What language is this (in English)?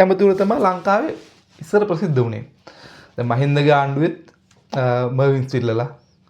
Sinhala